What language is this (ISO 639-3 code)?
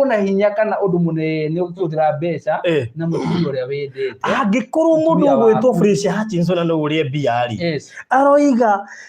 kik